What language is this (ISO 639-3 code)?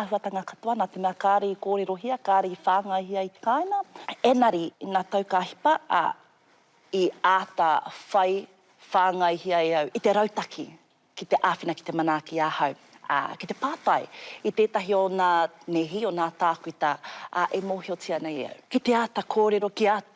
mri